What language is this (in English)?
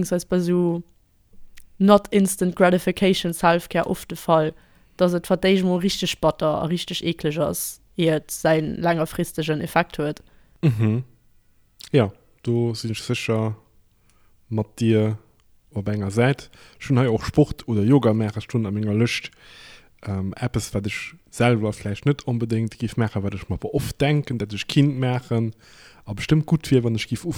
Luxembourgish